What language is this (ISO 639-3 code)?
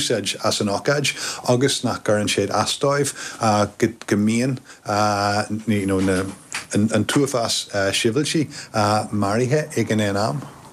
gle